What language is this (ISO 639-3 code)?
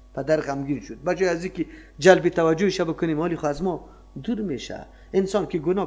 fas